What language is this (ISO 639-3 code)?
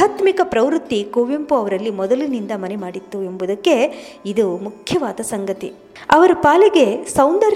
kan